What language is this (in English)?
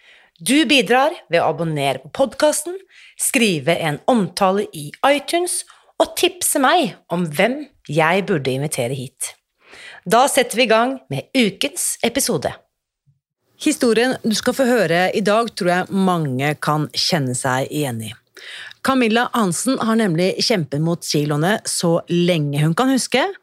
Norwegian